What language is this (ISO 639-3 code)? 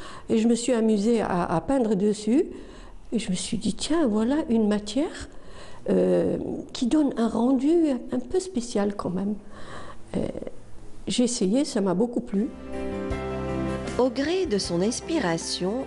fra